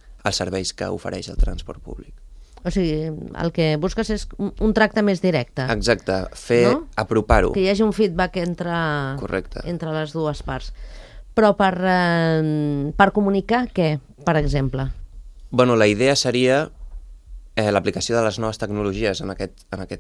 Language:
Catalan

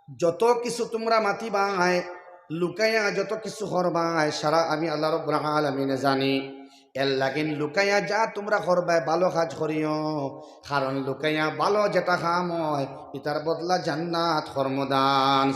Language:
Sylheti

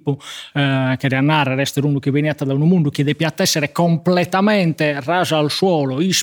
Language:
Sardinian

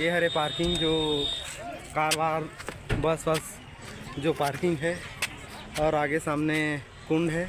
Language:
Chhattisgarhi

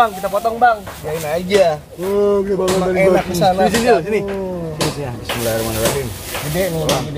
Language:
Betawi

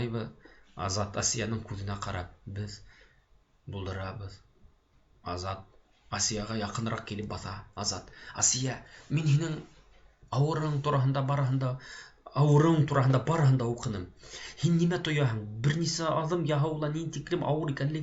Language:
Bashkir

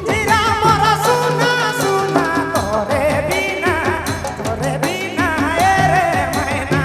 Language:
Sadri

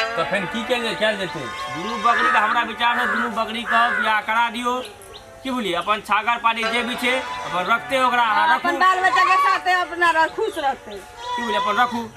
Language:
Maithili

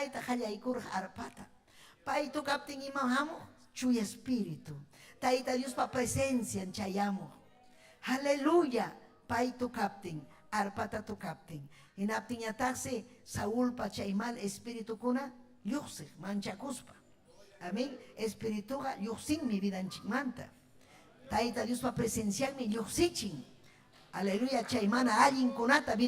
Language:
Ayacucho Quechua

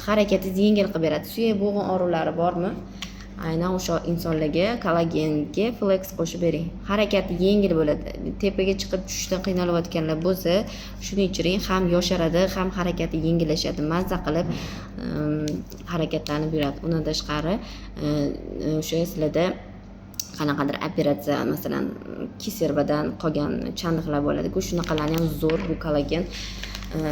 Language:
Uzbek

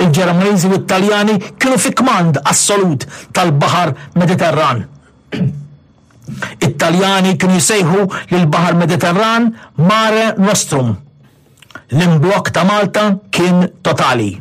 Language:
Maltese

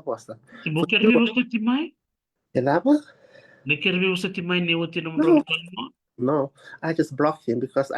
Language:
Fijian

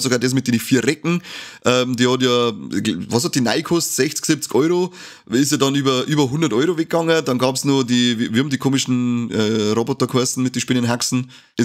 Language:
Bavarian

